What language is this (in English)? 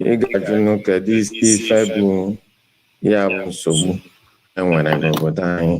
Igbo